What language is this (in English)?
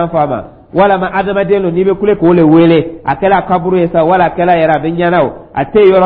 Dyula